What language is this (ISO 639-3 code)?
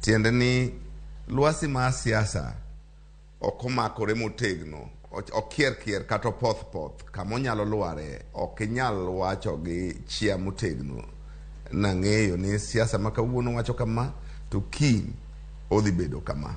luo